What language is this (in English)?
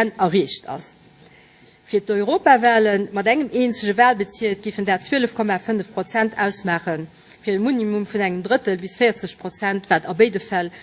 Luxembourgish